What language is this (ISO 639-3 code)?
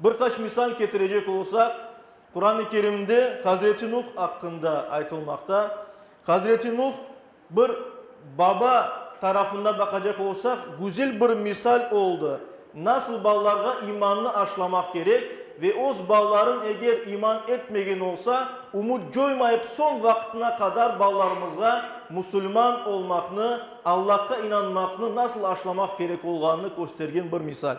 crh